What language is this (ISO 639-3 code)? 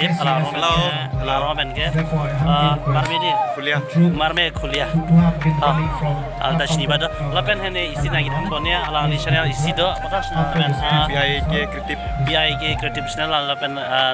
mjw